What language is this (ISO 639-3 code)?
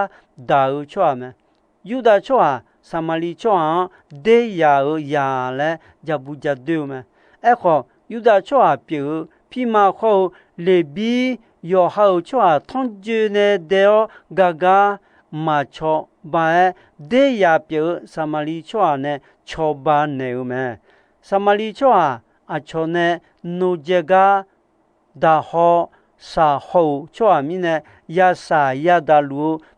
ahk